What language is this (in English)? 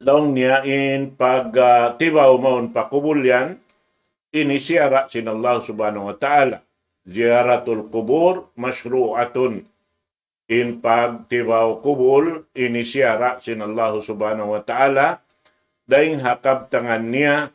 Tausug